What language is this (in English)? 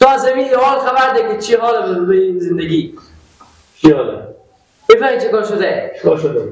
Persian